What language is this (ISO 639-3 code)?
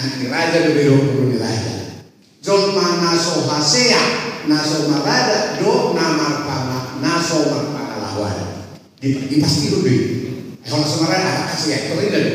bbc